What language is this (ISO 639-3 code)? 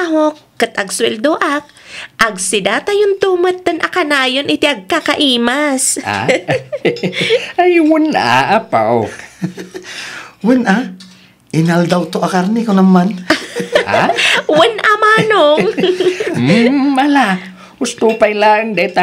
ilo